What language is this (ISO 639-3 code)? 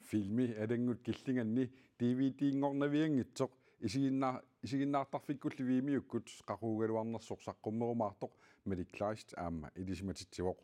kal